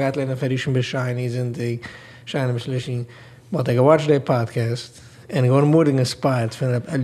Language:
Yiddish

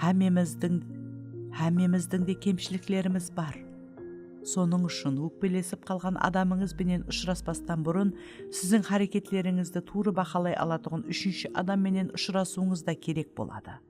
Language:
Kara-Kalpak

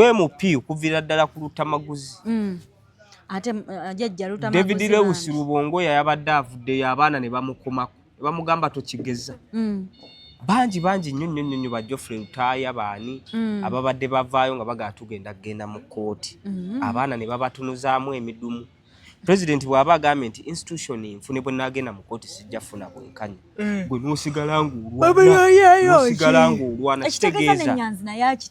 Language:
Ganda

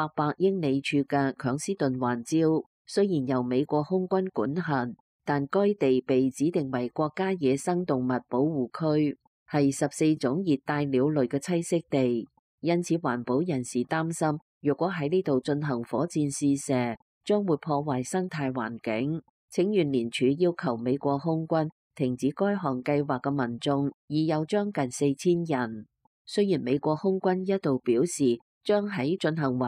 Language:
Cantonese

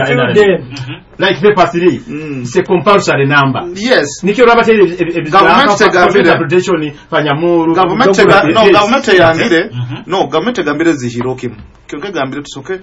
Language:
Nyoro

